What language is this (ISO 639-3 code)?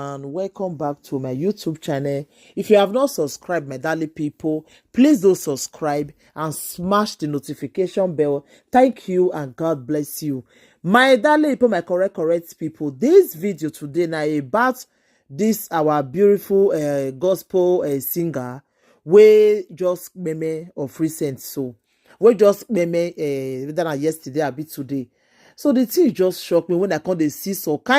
pcm